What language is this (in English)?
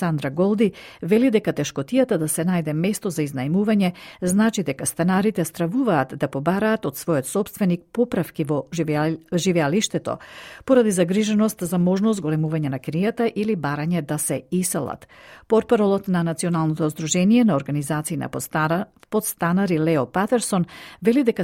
Macedonian